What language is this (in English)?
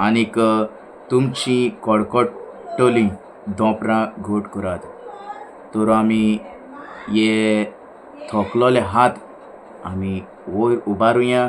Konkani